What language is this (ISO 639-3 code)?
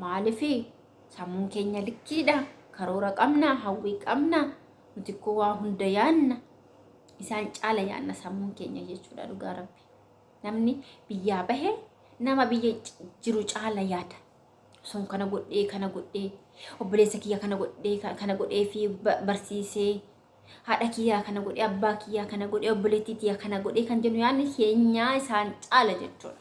orm